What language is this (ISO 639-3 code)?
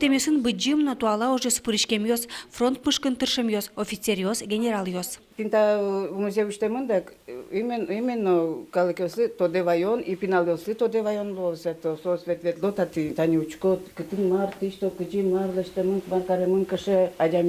udm